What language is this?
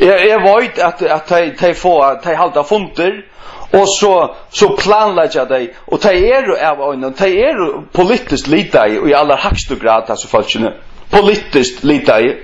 Faroese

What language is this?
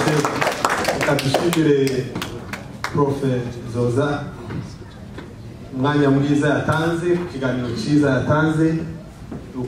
Kinyarwanda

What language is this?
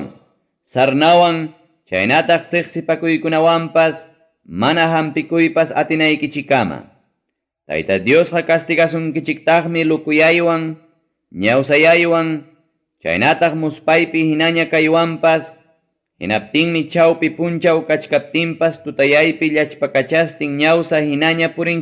Ayacucho Quechua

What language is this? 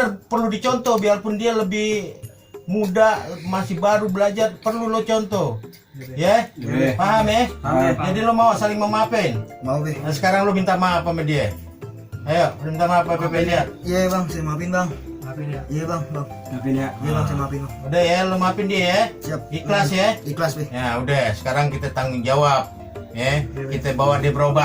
Betawi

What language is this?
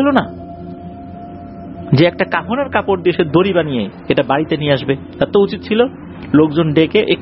Bangla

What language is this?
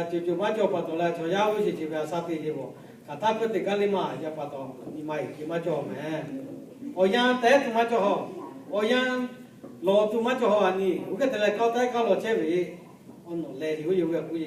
Lahu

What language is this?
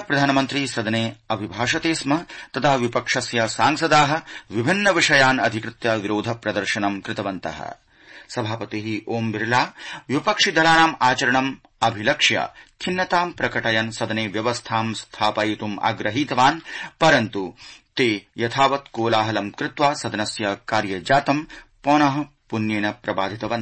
Sanskrit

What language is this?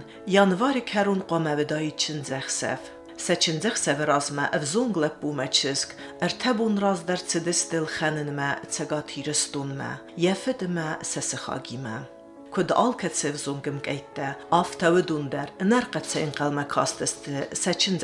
Ossetic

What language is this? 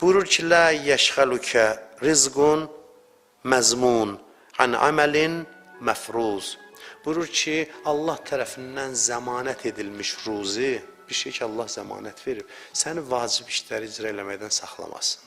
Azerbaijani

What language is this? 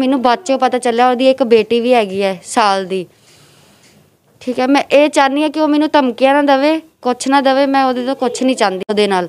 Punjabi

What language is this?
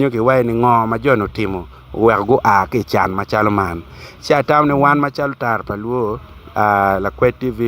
Acoli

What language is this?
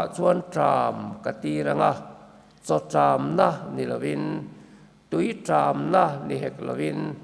Mizo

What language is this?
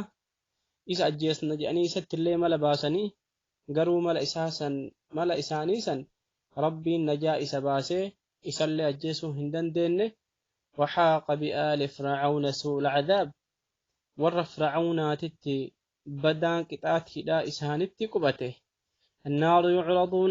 Oromo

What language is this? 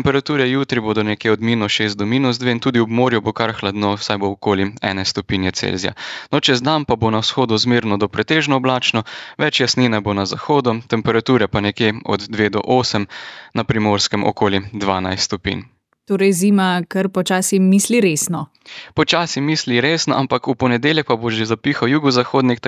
Slovenian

